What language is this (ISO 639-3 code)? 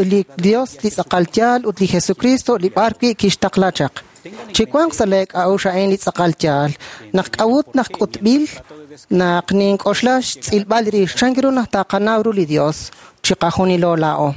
kek